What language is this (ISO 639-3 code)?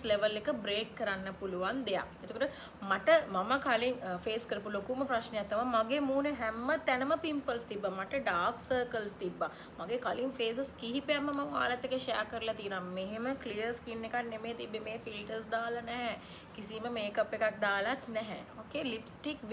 sin